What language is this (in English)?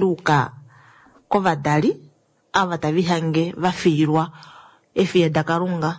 Kuanyama